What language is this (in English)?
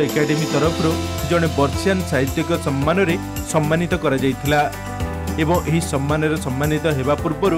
Odia